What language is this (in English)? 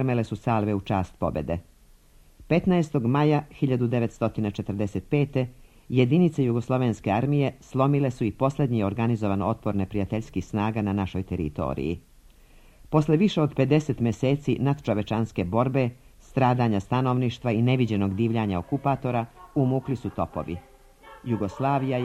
Serbian